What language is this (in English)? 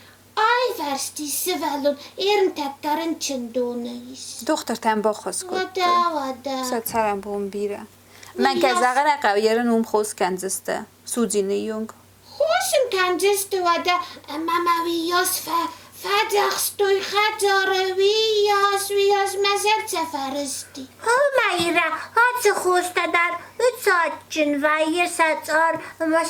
Ossetic